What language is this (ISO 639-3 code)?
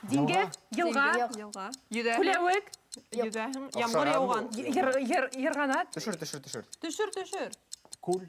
bak